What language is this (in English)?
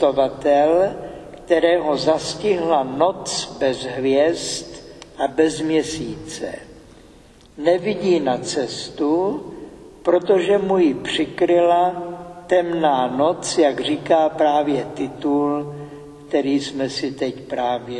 Czech